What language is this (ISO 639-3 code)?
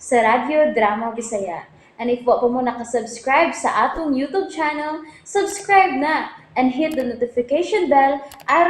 ceb